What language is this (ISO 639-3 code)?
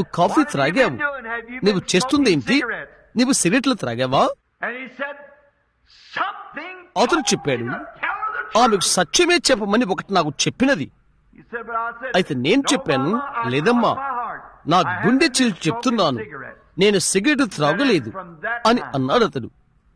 tel